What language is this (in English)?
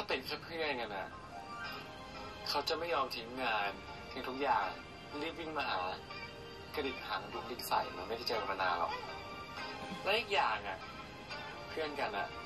Thai